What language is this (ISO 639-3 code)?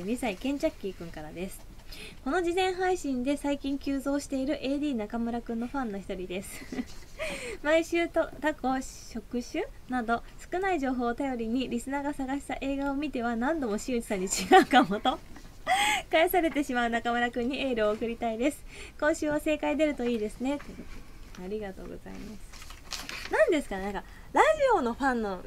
jpn